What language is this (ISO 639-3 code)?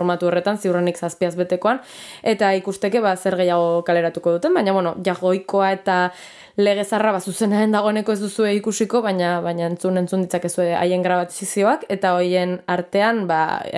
eus